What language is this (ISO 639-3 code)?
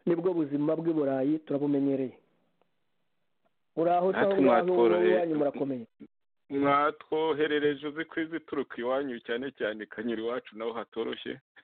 kin